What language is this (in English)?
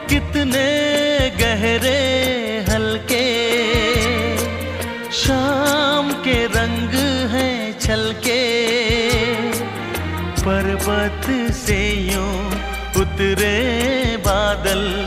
Hindi